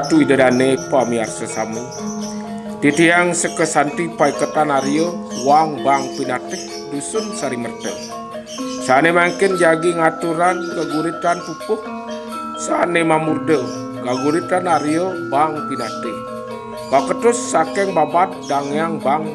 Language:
Balinese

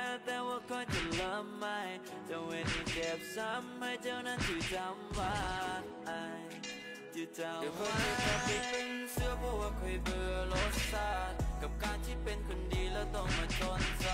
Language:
Thai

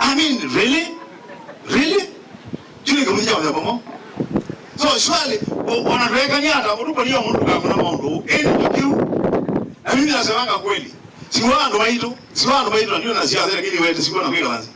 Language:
Kamba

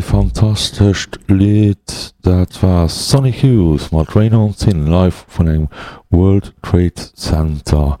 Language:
Luxembourgish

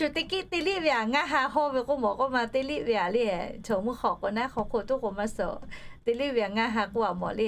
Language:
Lahu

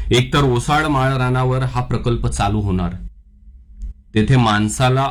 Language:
Marathi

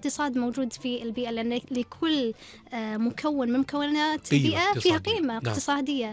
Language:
Gulf Arabic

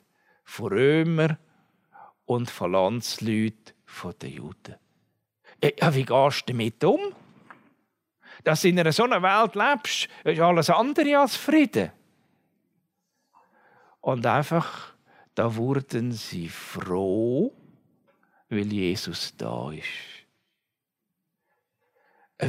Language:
German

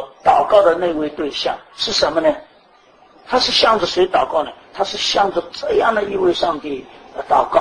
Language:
Chinese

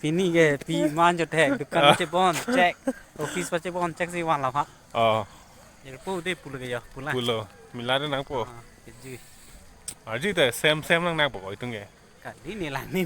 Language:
Karbi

